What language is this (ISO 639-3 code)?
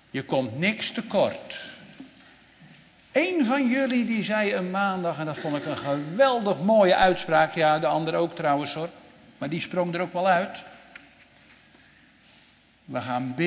nld